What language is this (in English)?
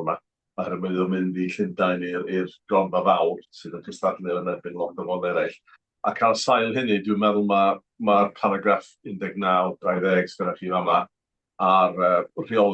Welsh